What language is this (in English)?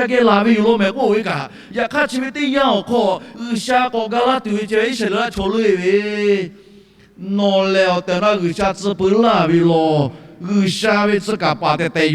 Lahu